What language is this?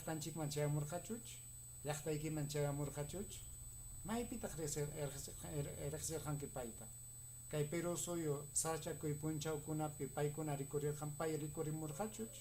Ayacucho Quechua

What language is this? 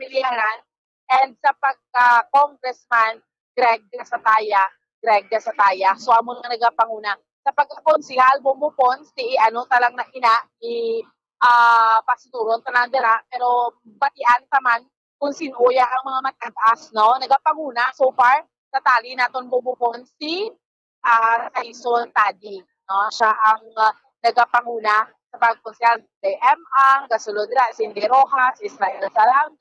Hiligaynon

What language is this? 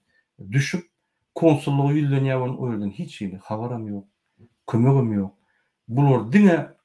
Turkmen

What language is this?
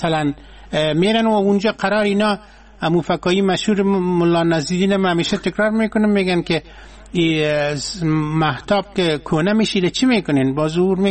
Persian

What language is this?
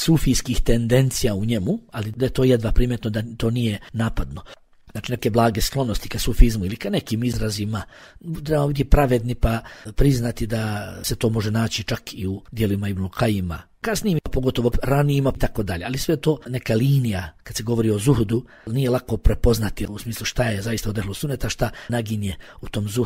Bosnian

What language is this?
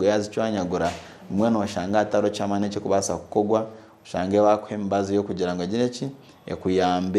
Nyankole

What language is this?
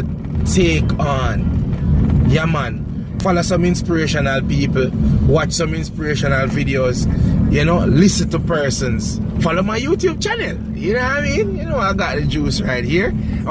Jamaican Creole English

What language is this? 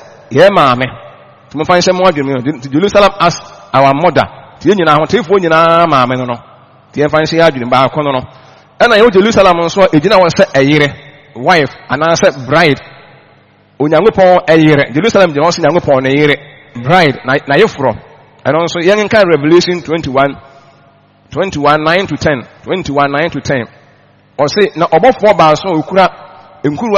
Akan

